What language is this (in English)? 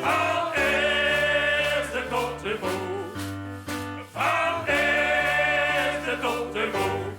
Limburgish